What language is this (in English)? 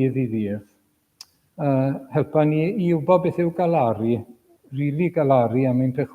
Welsh